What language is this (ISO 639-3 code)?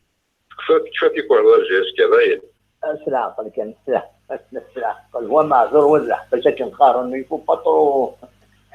kab